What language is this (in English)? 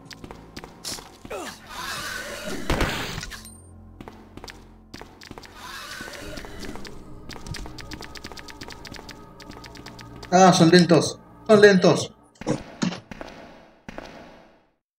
Spanish